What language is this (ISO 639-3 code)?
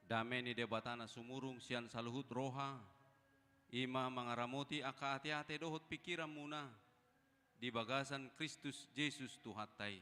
bbc